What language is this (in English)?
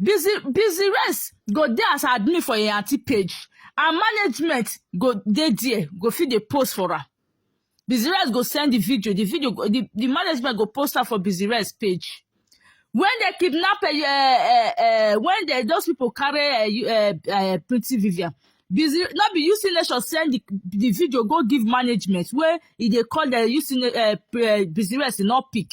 Nigerian Pidgin